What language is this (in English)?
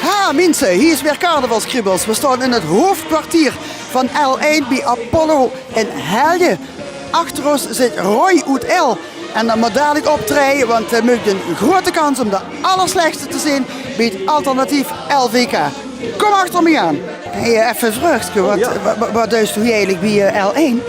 Limburgish